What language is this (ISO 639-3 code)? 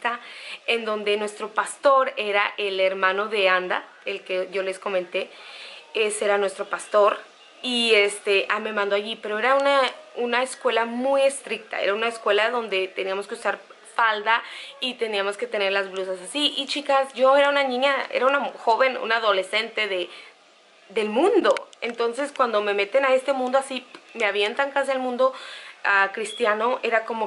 spa